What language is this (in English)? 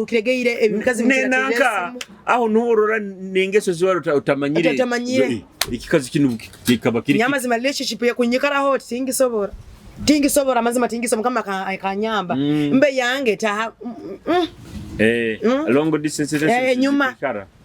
Nyoro